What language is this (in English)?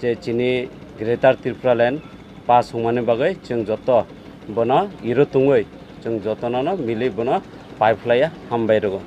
Kok Borok